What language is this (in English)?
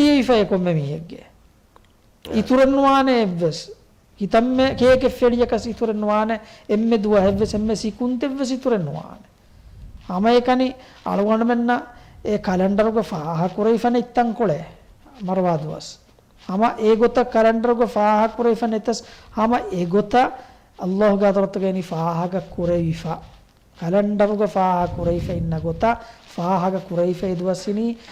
Divehi